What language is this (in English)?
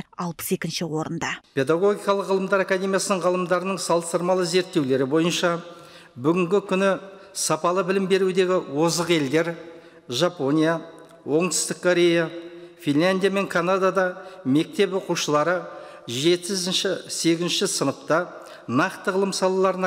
Kazakh